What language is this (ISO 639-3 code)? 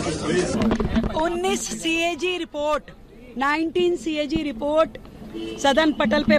hin